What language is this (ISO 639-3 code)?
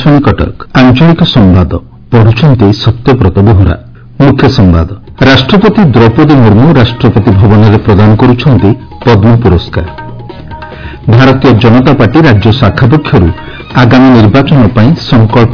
ori